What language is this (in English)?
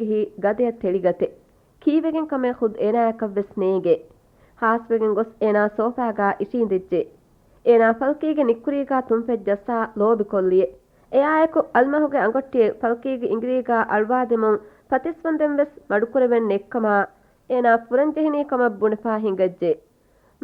Divehi